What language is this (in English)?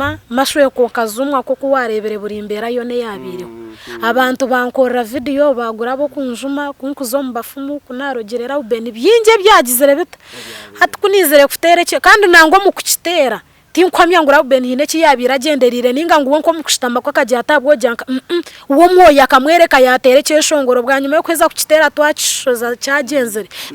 Nyankole